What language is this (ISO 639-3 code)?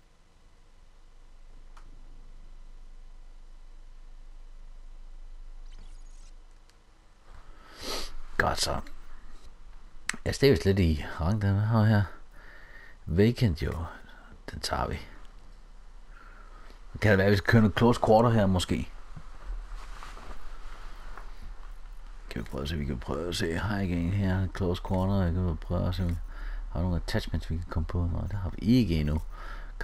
dan